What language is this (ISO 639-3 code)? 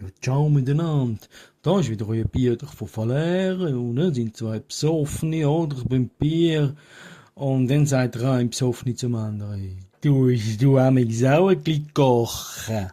gsw